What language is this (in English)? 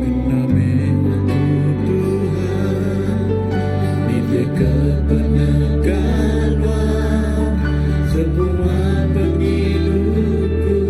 Iban